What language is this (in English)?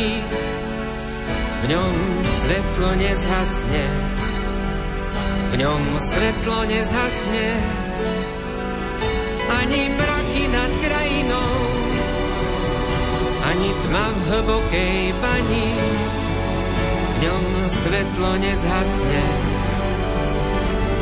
Slovak